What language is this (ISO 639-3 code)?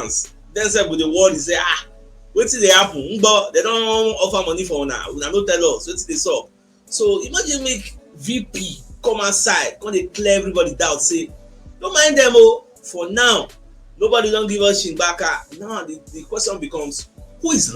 pcm